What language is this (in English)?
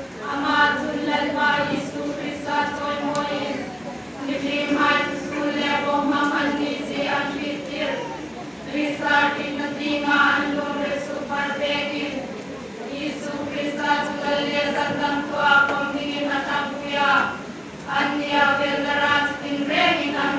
Hmar